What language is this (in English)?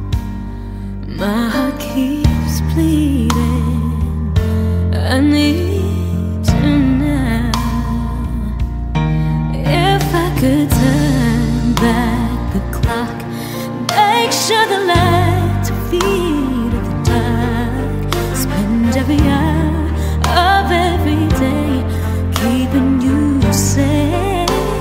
English